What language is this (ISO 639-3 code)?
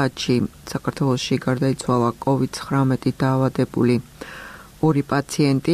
kat